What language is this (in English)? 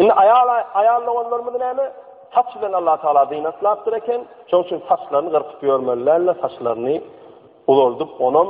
Turkmen